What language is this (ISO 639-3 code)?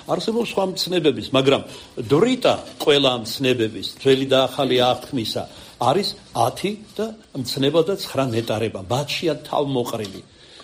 kat